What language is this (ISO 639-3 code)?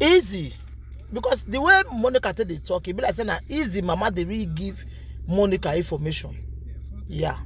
pcm